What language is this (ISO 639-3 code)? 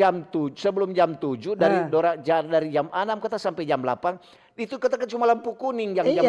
xmm